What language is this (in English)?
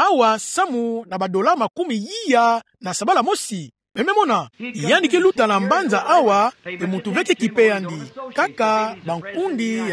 Kituba (Democratic Republic of Congo)